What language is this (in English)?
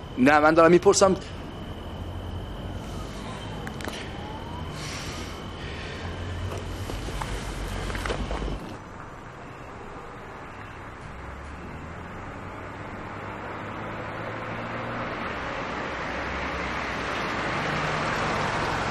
Persian